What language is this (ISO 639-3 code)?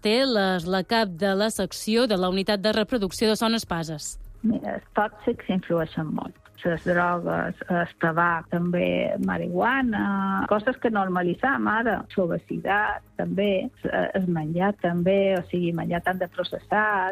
cat